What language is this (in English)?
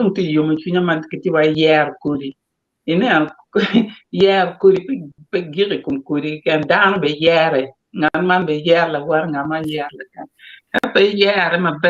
Acoli